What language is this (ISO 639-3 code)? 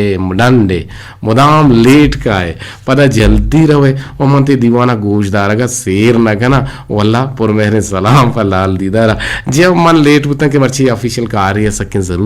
bgp